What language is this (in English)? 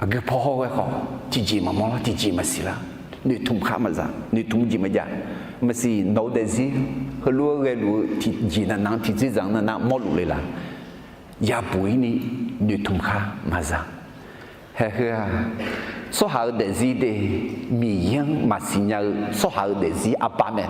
Akha